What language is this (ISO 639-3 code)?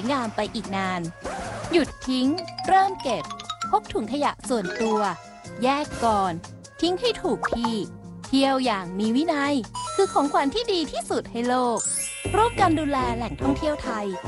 tha